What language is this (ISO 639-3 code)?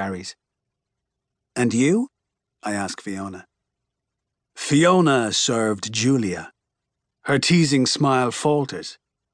eng